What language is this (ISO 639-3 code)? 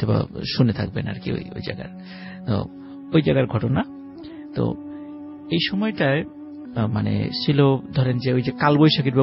ben